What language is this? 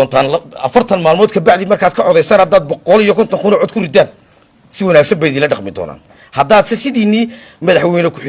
Somali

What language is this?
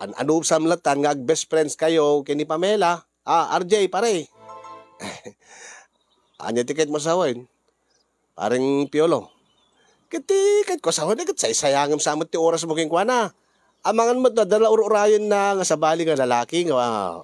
Iloko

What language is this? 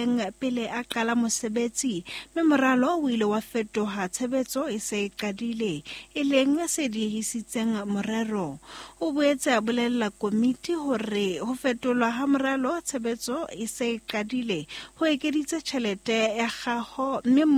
Southern Sotho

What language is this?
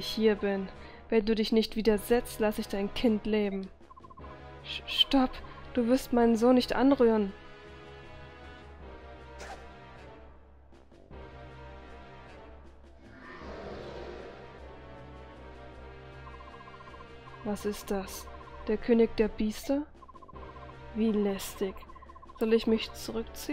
German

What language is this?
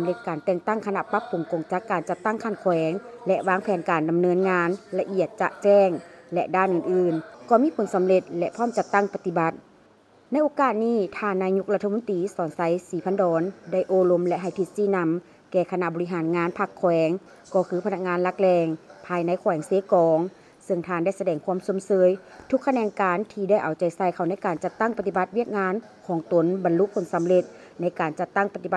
Lao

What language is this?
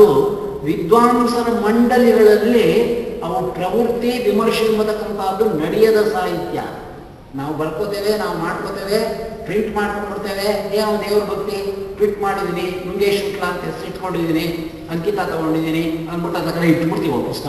Kannada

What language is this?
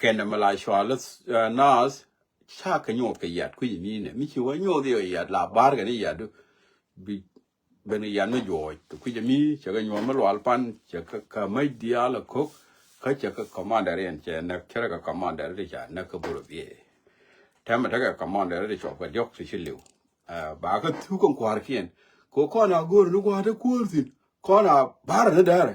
Nuer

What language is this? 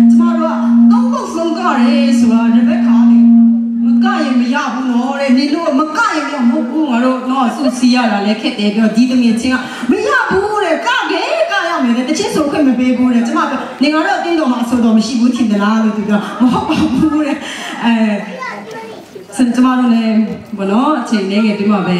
Burmese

